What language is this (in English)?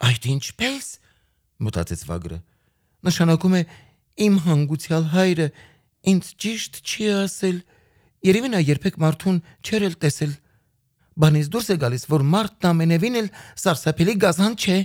Armenian